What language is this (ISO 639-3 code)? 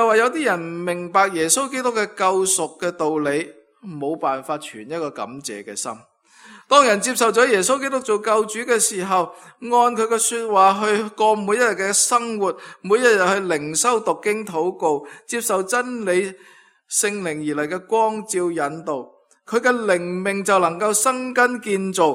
yue